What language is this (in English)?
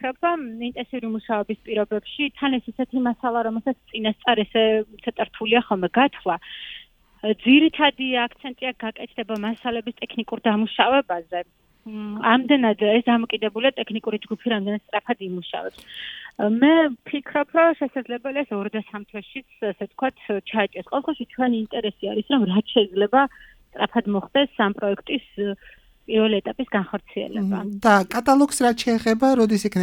Georgian